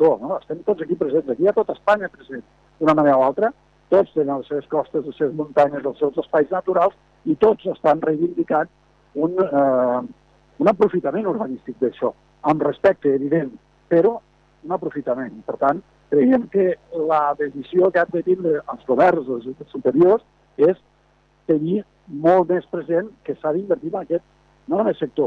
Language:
Catalan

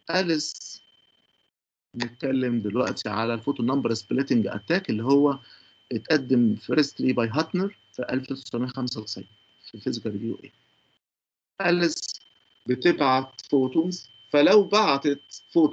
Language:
Egyptian Arabic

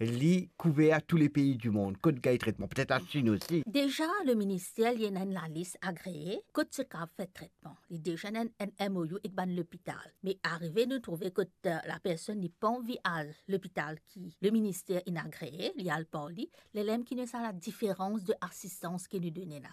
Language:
Morisyen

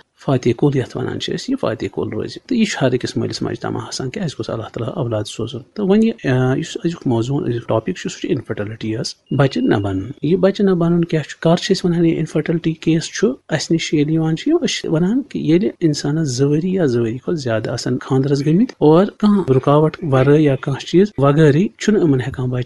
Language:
Kashmiri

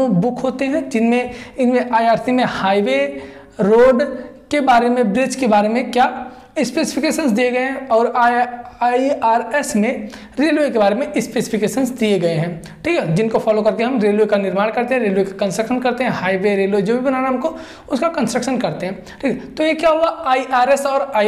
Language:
Hindi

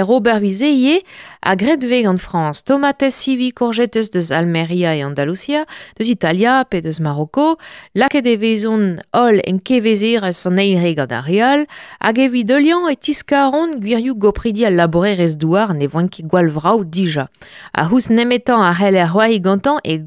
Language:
Breton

